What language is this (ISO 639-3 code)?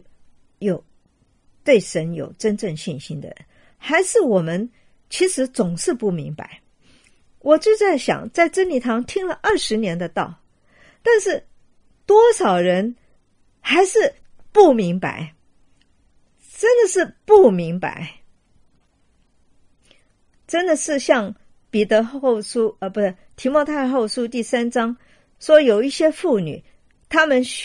zho